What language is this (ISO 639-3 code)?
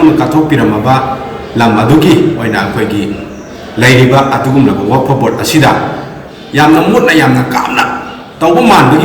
mni